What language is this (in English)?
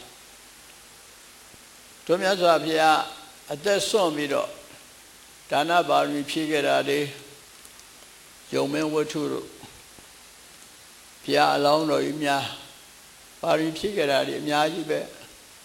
Burmese